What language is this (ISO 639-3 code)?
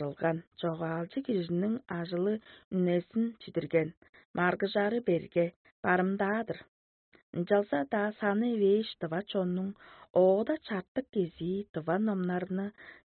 tyv